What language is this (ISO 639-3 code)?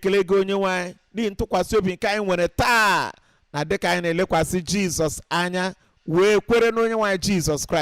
ibo